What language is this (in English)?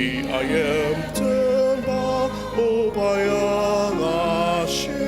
Ao Naga